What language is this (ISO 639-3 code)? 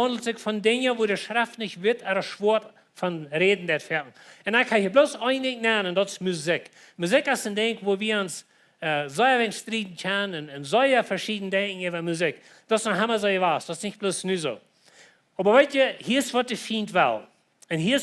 pdt